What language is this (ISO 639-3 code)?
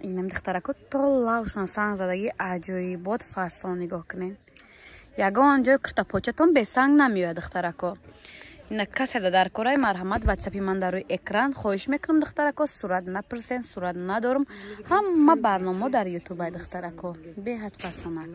tgk